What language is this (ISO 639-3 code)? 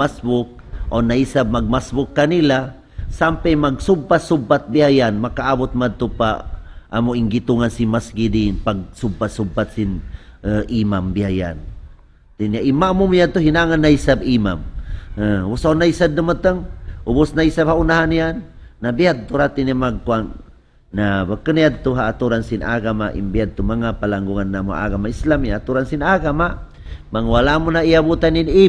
tsg